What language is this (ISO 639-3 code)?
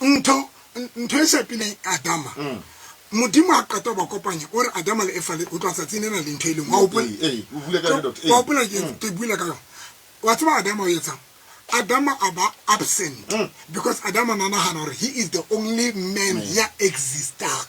tsn